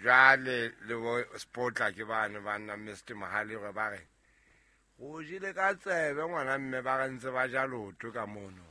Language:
Southern Sotho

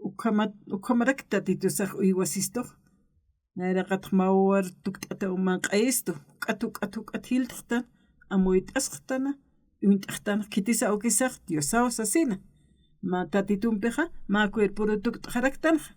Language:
Aymara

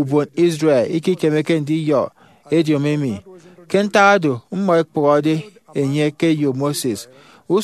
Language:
Efik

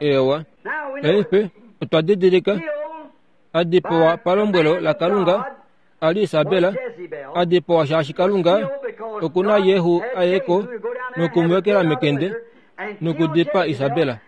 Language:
Kuanyama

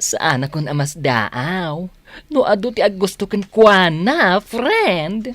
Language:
Iloko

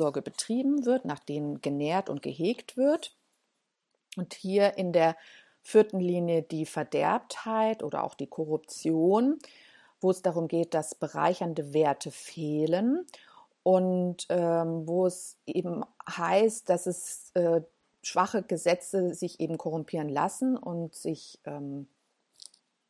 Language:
German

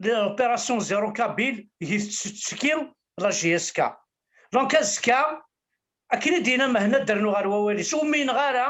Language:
Kabyle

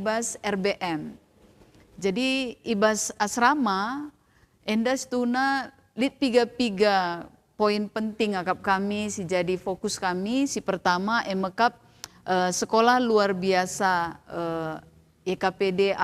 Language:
Batak Karo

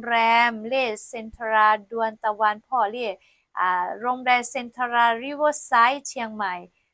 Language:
Lahu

